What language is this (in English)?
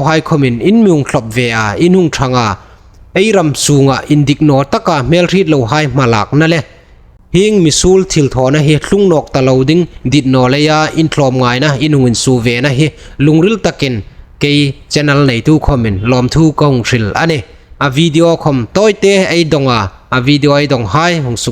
Hmar